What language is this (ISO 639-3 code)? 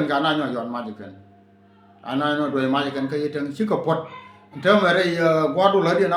nus